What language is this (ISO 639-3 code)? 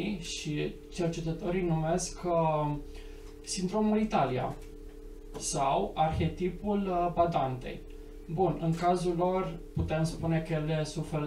ron